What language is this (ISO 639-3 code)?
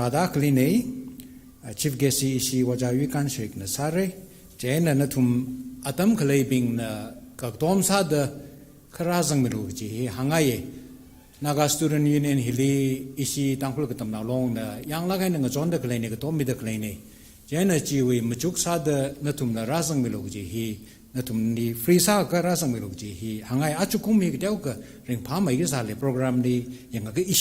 nmf